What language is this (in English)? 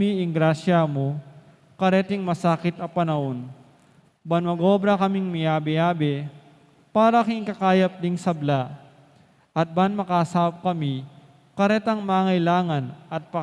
Pampanga